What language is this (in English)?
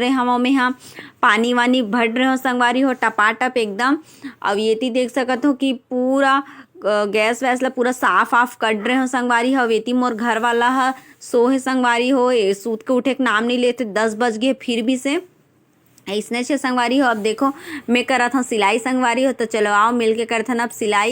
Chhattisgarhi